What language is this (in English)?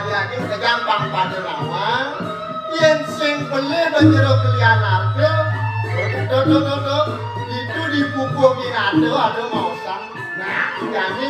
Balinese